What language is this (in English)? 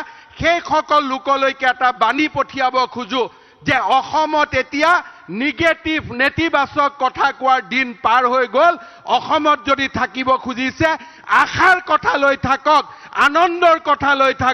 Assamese